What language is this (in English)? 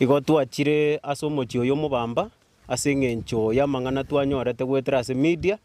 Gusii